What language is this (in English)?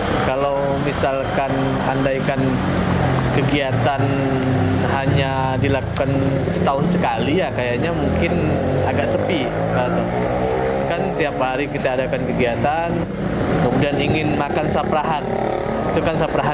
Indonesian